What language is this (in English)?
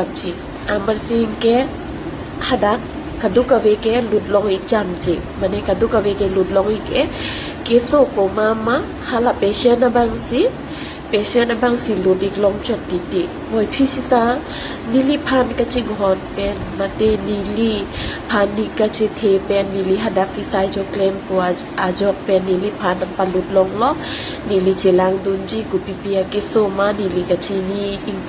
Karbi